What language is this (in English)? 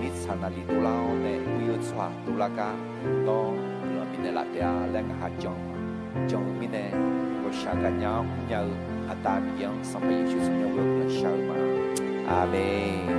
Akha